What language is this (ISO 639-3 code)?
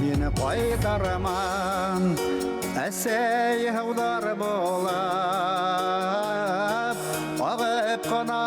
bak